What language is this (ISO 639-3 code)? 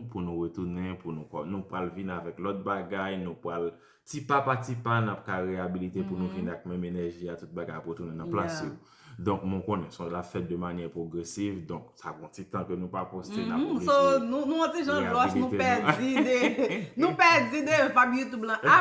hat